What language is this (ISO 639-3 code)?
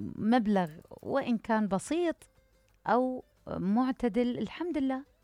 acm